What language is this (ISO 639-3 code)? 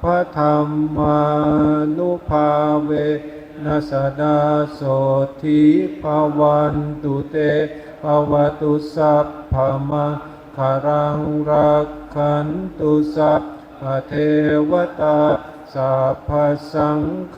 pli